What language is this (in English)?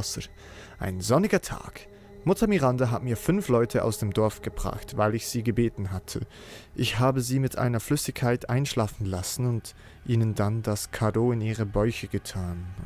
Swiss German